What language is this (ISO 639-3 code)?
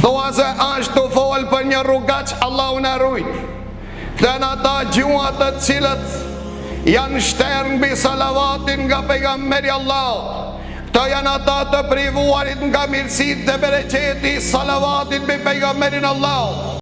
sqi